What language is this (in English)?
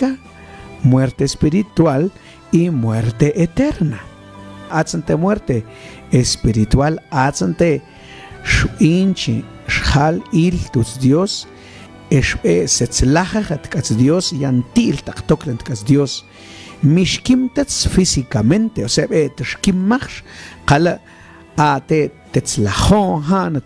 Mam